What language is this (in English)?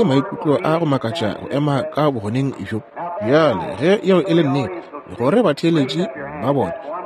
Northern Sotho